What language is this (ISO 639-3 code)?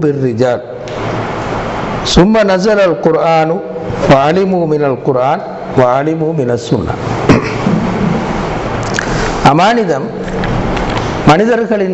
tam